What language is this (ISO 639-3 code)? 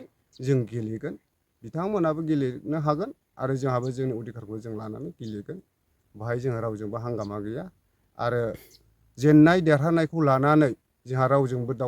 brx